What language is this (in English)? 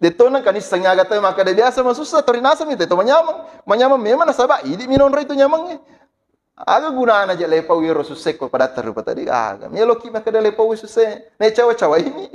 Buginese